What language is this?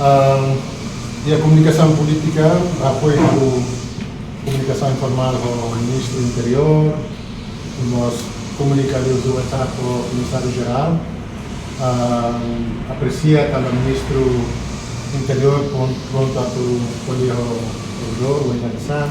Tetum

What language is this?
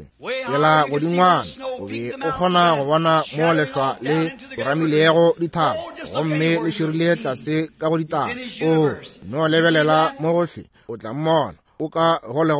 Northern Sotho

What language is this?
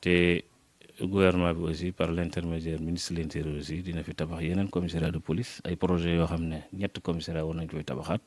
Wolof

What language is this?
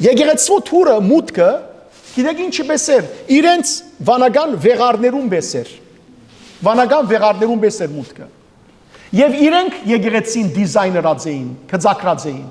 Western Armenian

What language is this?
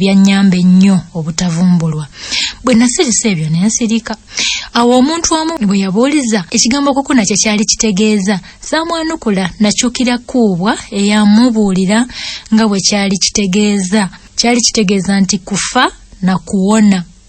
Ganda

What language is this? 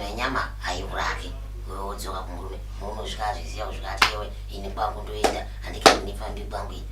Shona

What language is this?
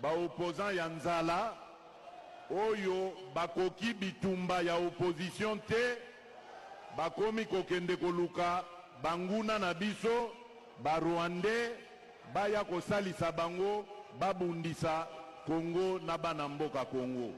Lingala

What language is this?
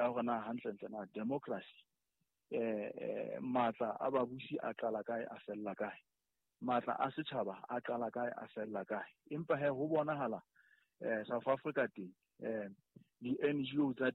Southern Sotho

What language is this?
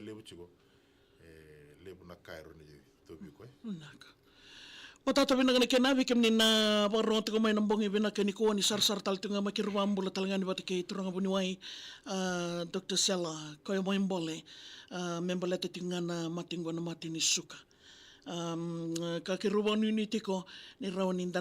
Fijian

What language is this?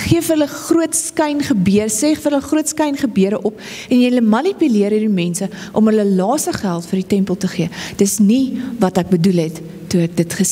Afrikaans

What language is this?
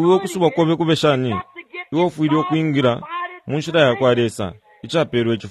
Bemba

